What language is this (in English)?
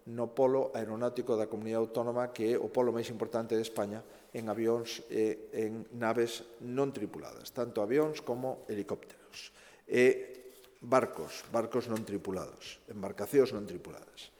Galician